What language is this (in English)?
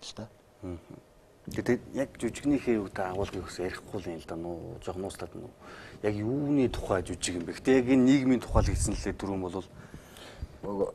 Mongolian